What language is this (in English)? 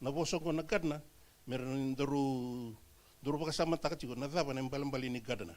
Fijian